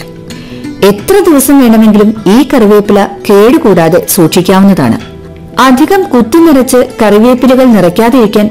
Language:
Malayalam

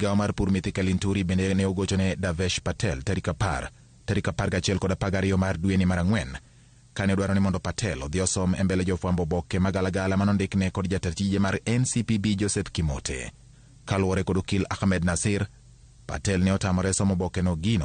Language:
Luo (Kenya and Tanzania)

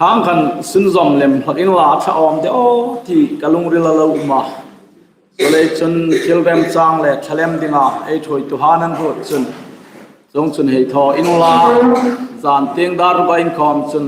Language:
Hmar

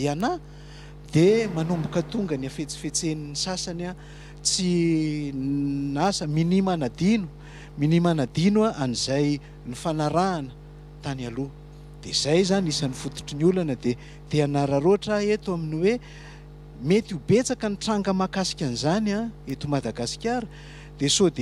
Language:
Malagasy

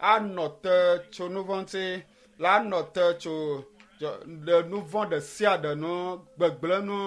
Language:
Ewe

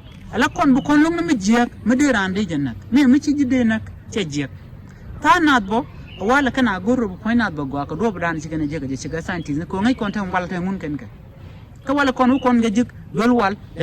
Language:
Nuer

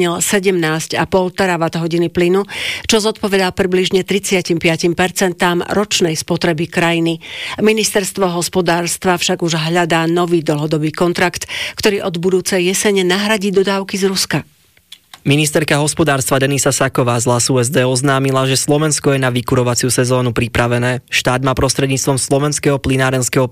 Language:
Slovak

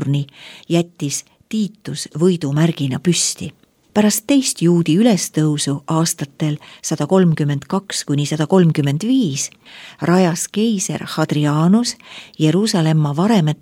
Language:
Estonian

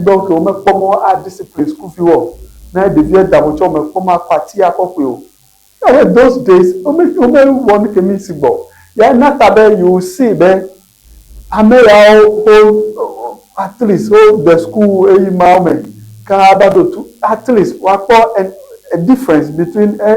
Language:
Ewe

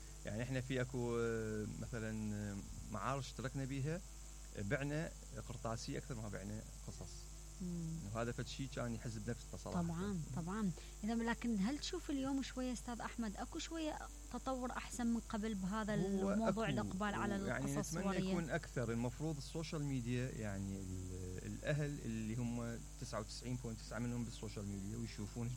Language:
Mesopotamian Arabic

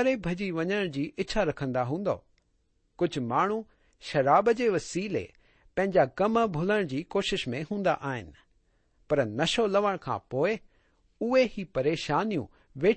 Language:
Sindhi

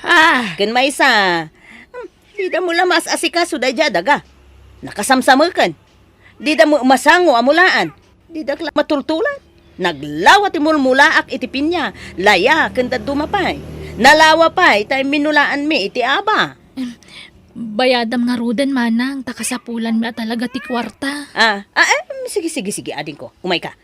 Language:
Iloko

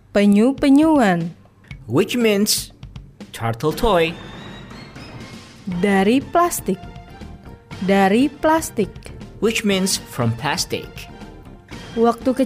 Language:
Indonesian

